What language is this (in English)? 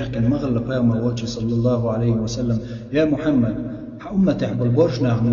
Chechen